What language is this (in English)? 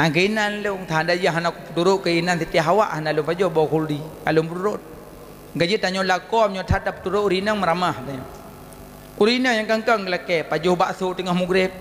Achinese